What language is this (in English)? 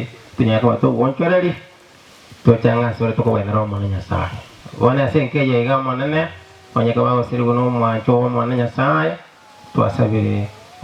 Gusii